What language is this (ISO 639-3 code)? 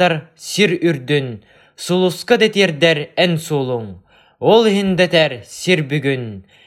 sah